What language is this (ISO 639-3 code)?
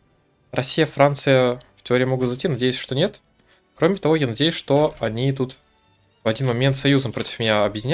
rus